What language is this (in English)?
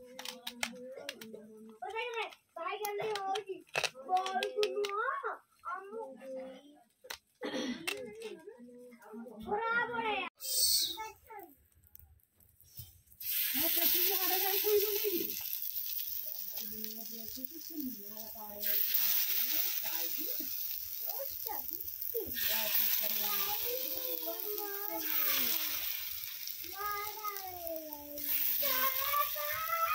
Hindi